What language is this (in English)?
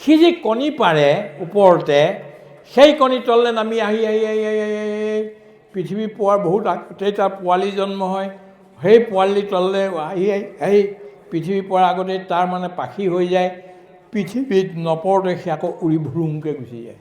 Assamese